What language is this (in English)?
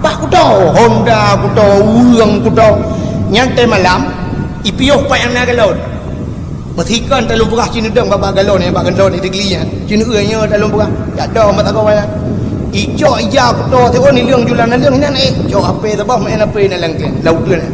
Achinese